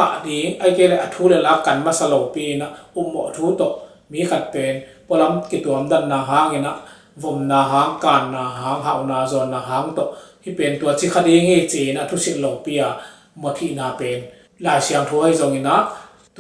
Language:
Tedim Chin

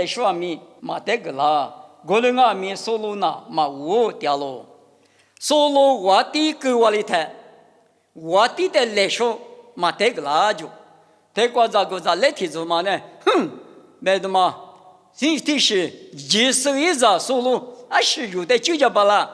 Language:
Lisu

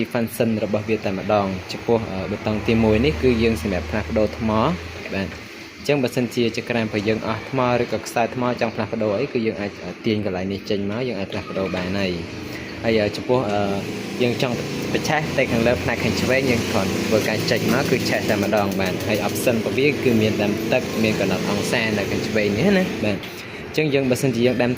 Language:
Khmer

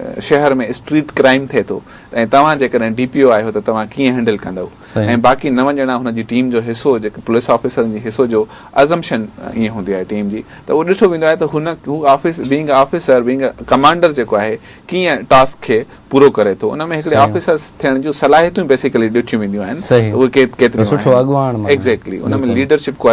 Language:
Sindhi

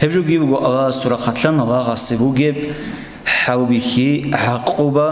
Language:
Avaric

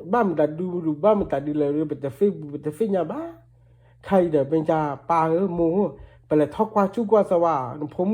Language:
S'gaw Karen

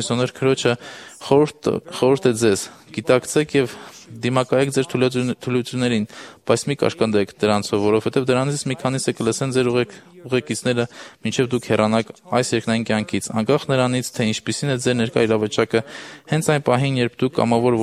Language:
Armenian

